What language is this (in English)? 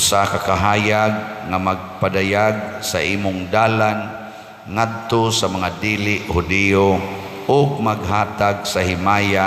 Cebuano